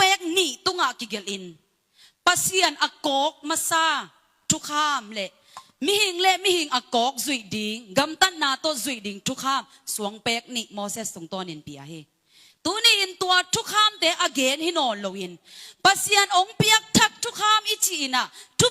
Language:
Tedim Chin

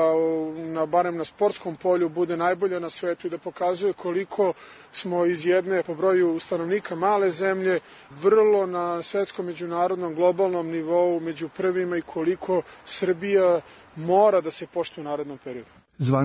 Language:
Serbian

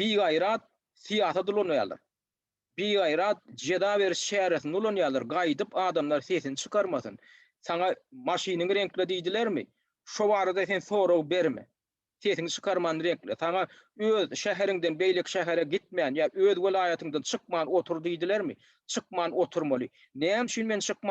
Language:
Turkmen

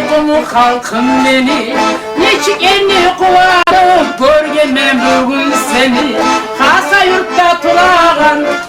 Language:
Kumyk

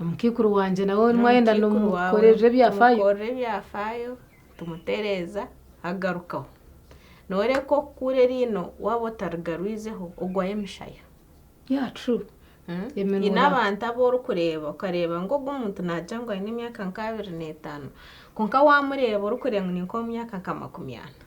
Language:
Nyankole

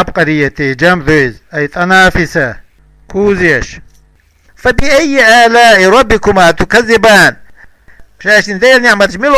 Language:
Chechen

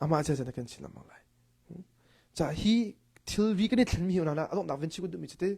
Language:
Hakha Chin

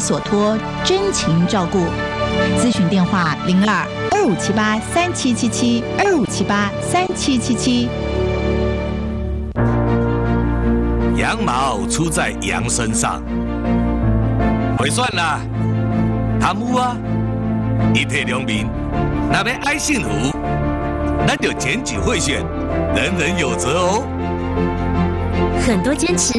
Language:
Chinese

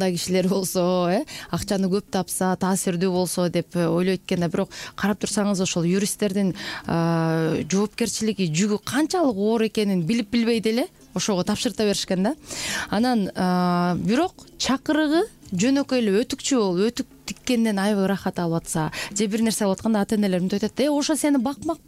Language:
Kyrgyz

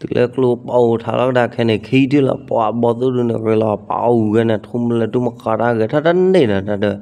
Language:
S'gaw Karen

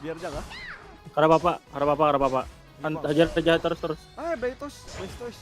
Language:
Banjar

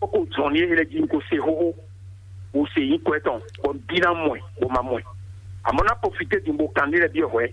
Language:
Fon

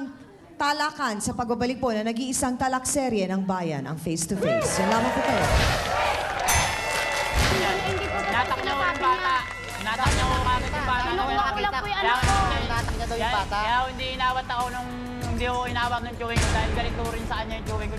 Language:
Filipino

